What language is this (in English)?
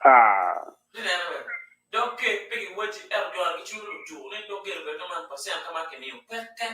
Acoli